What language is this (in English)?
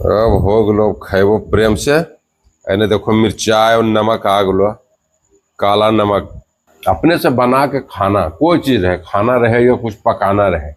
Magahi